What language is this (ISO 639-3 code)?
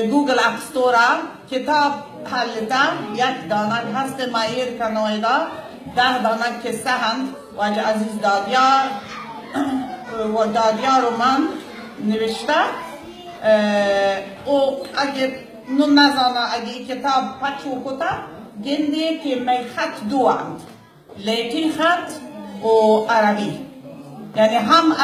bal